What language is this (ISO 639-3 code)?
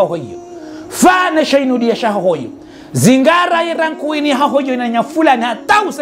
zdj